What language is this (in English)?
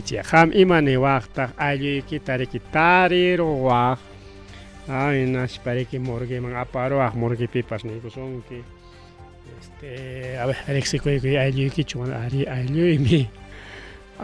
Ayacucho Quechua